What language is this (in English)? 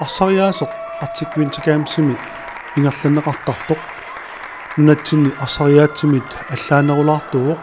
Kalaallisut